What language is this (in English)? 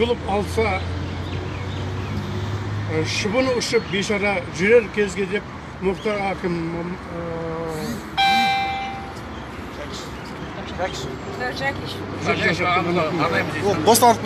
Kazakh